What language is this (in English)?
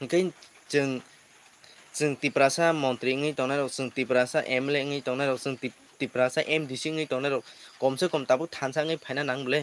Kok Borok